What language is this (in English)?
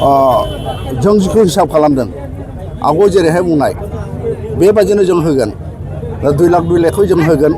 Bodo